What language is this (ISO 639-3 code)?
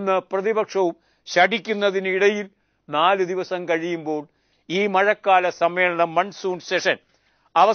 mal